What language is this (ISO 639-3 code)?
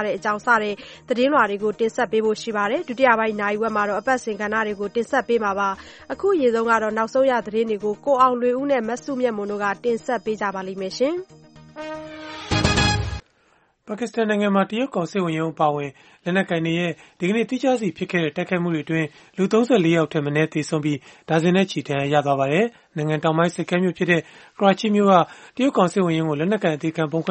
mya